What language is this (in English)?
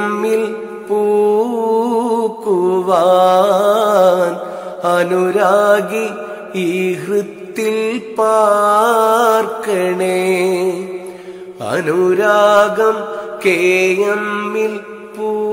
Malayalam